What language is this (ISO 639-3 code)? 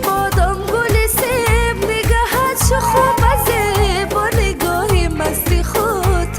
tgk